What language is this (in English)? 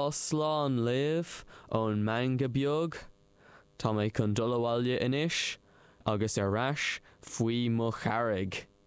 Irish